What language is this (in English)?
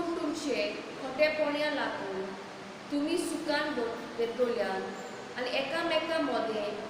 Konkani